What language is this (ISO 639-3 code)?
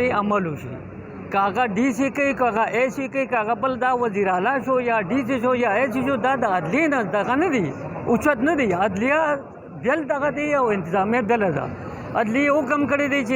pus